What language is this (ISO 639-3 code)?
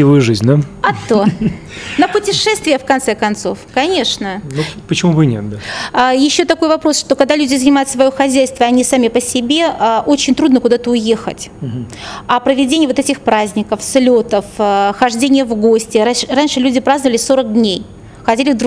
rus